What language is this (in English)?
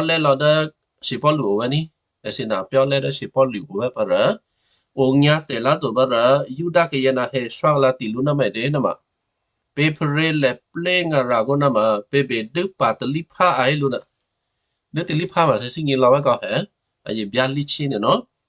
Western Kayah